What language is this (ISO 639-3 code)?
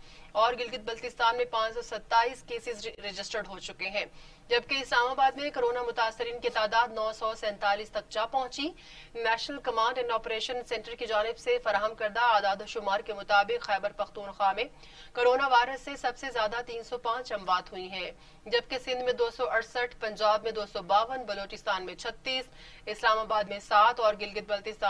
urd